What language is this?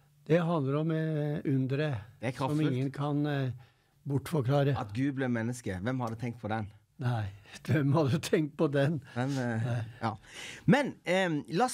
Norwegian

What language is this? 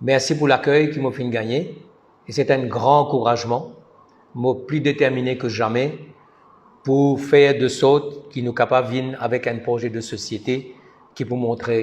Morisyen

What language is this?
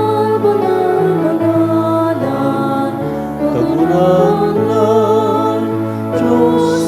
Bikol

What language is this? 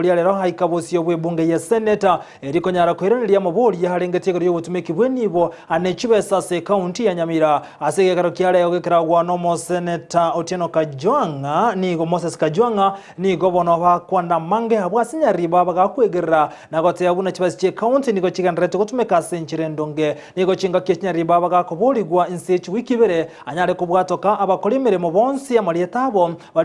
Gusii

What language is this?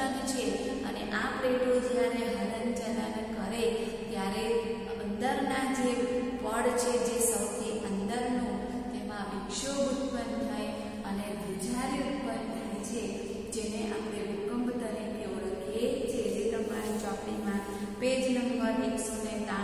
Gujarati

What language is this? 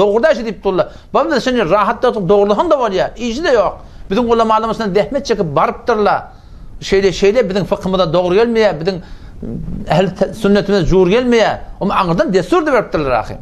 Turkmen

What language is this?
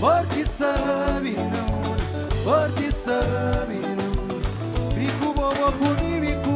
Kabuverdianu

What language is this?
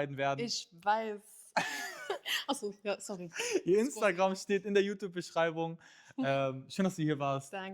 Swiss German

